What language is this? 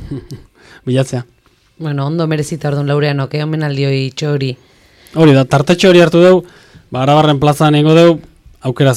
Basque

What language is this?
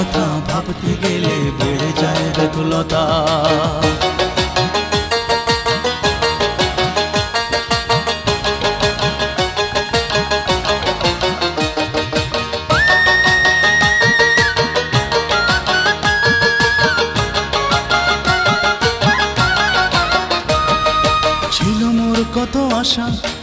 Bangla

